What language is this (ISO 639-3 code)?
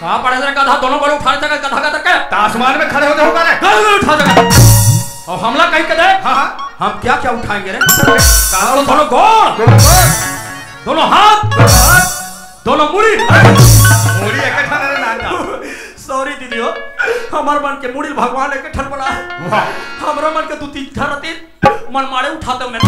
hne